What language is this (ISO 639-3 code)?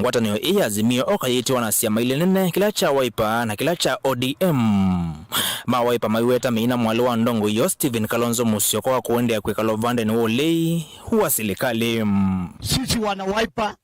kam